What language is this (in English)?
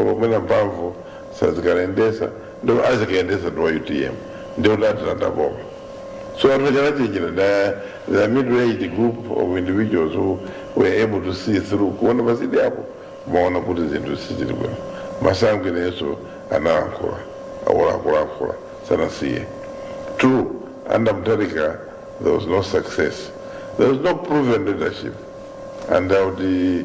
Nyanja